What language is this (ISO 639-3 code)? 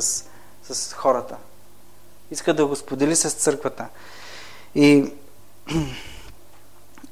bul